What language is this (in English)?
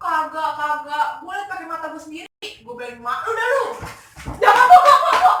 Betawi